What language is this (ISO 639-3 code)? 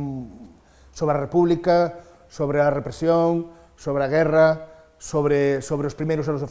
glg